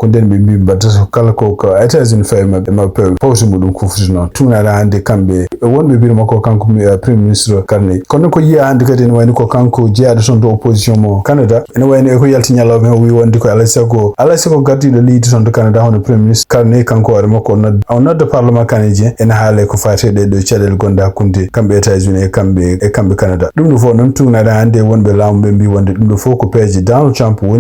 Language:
Fula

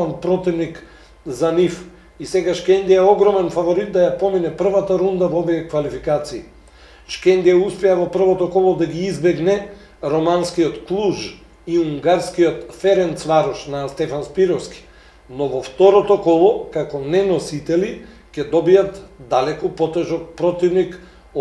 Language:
Macedonian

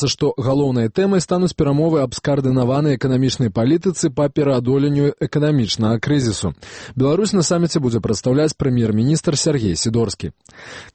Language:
Belarusian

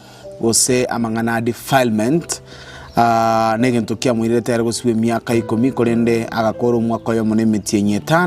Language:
Gusii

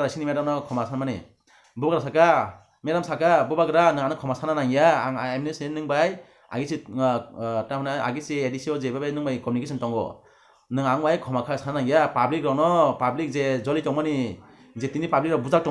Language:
Kok Borok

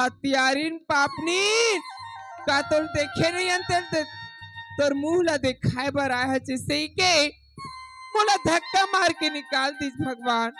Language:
Chhattisgarhi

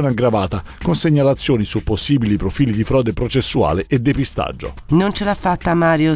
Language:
Italian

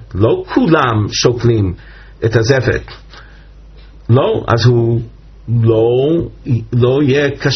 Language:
Hebrew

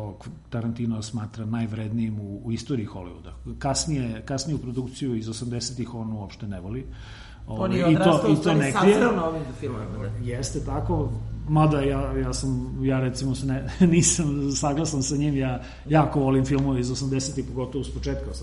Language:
Serbian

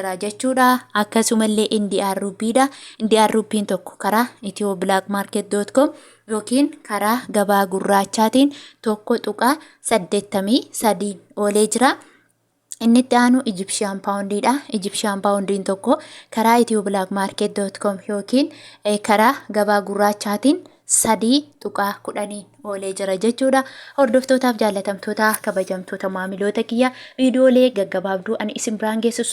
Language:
Oromo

